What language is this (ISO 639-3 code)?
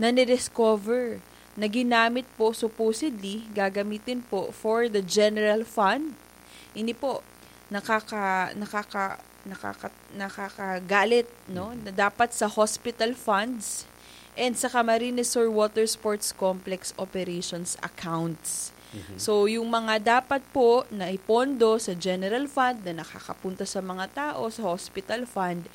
bik